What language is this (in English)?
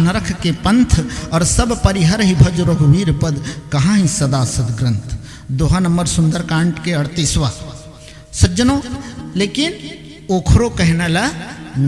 Chhattisgarhi